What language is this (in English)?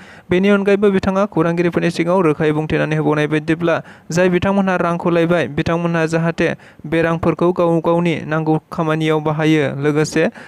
Bodo